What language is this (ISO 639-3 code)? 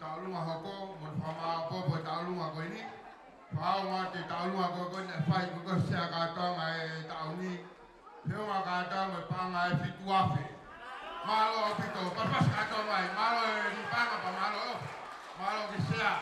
ton